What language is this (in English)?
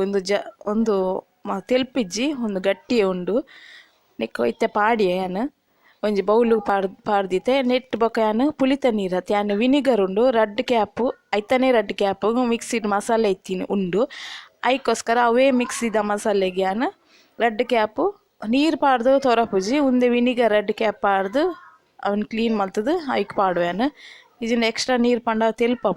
Tulu